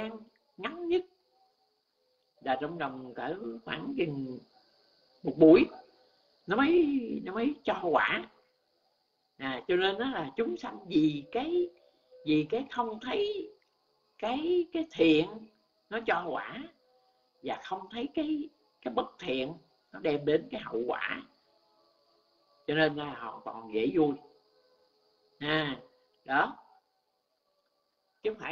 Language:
Vietnamese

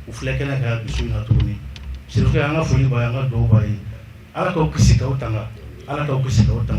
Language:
Bambara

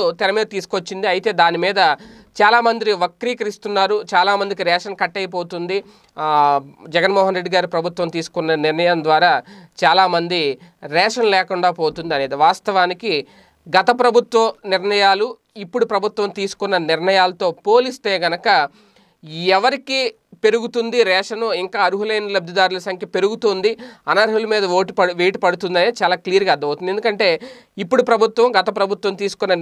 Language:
Telugu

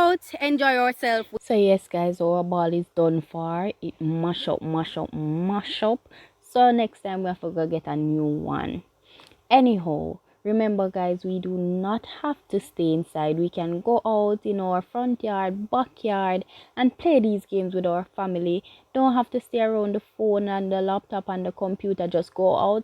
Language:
Jamaican Creole English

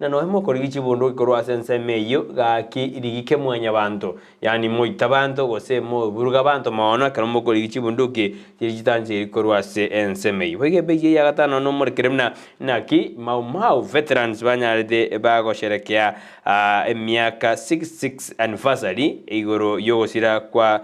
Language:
Gusii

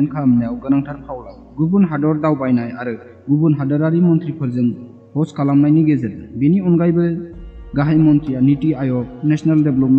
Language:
Bodo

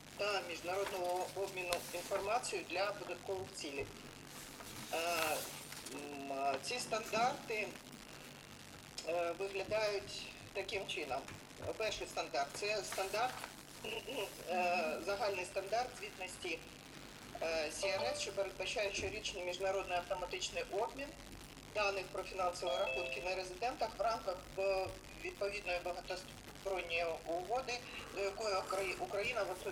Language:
Ukrainian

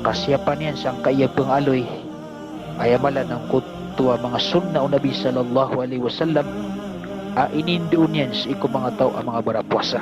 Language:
Maranao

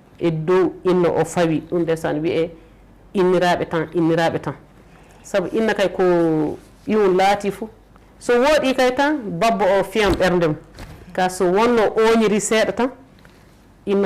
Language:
Fula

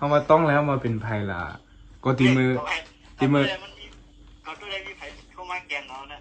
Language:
Shan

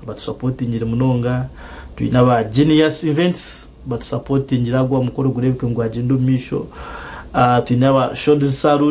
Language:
Nyankole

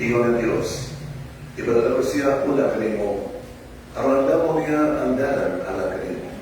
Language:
Cebuano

